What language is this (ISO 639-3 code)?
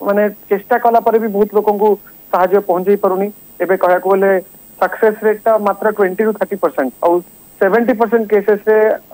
ori